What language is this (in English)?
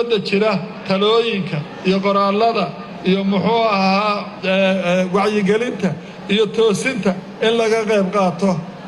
Somali